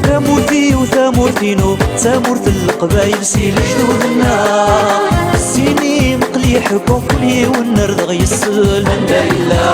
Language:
Kabyle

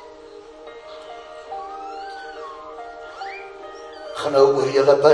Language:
Afrikaans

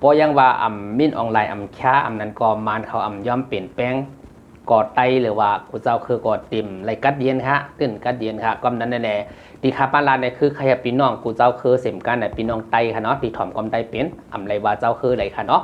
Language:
Shan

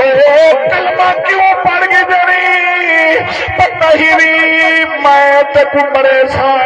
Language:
Saraiki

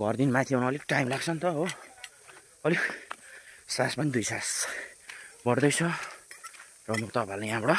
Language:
Nepali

